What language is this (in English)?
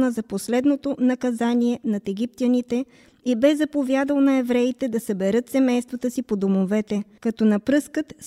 Bulgarian